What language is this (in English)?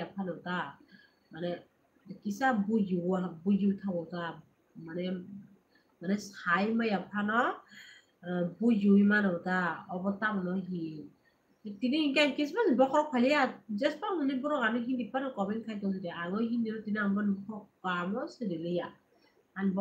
Kok Borok